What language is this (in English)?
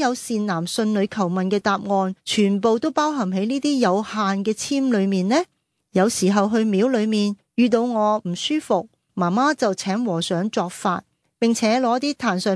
Cantonese